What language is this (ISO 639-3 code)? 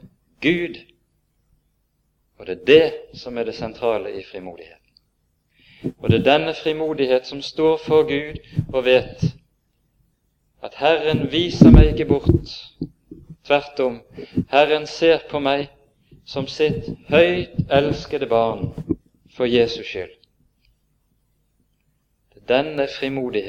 nor